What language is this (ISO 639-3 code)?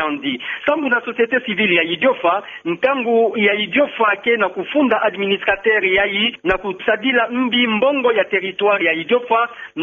ktu